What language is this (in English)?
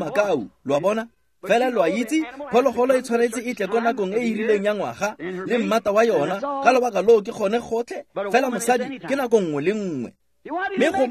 Tswana